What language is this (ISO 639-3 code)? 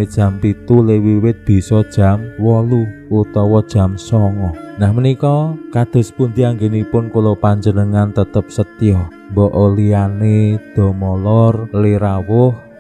jav